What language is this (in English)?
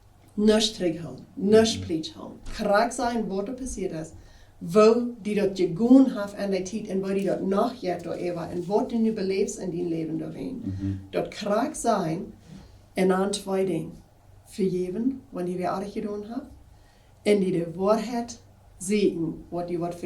Plautdietsch